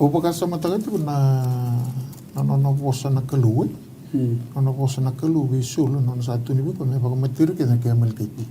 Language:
Fijian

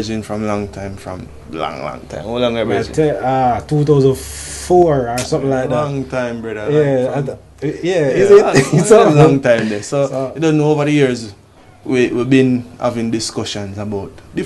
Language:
Jamaican Creole English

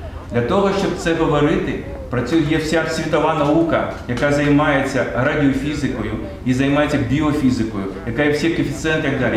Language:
Ukrainian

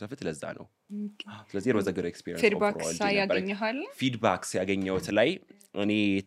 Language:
Amharic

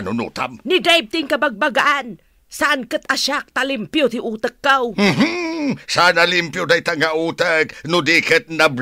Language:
Iloko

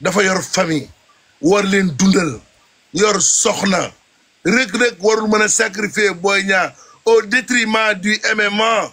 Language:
Wolof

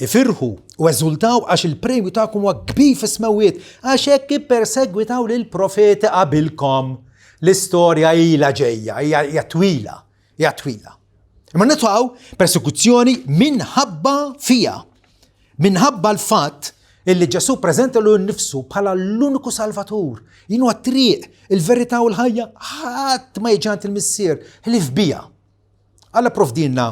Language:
Maltese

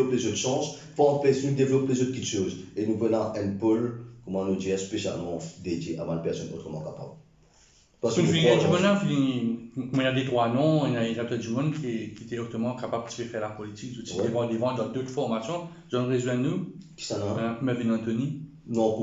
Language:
Morisyen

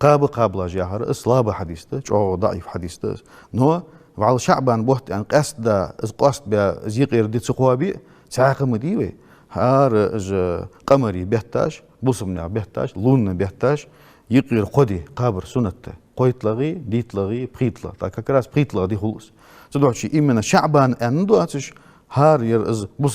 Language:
Ingush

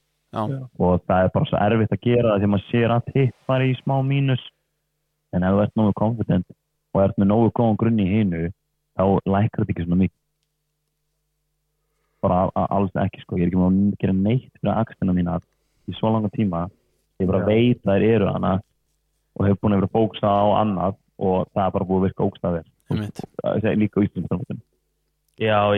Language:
Icelandic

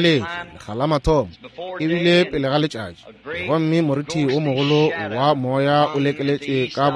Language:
Northern Sotho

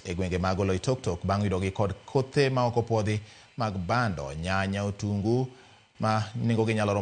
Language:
Luo (Kenya and Tanzania)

